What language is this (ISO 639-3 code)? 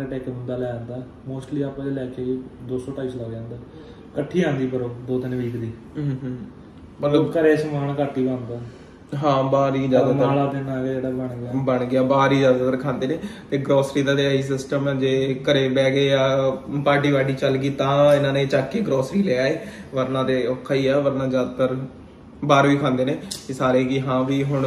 pan